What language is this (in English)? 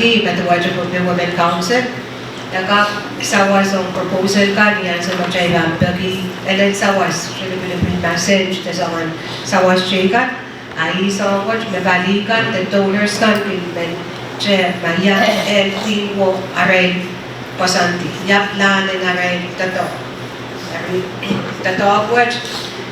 Pohnpeian